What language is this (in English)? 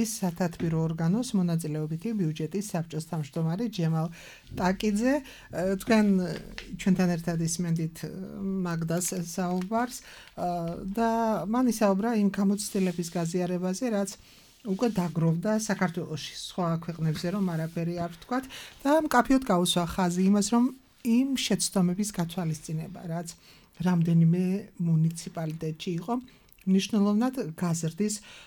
Georgian